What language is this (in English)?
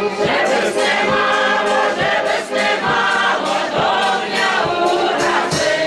Rusyn